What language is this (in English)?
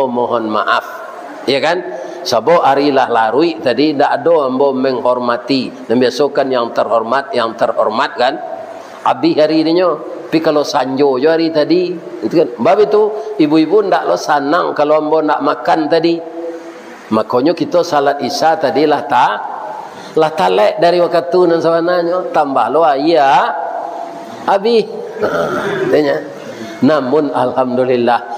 Minangkabau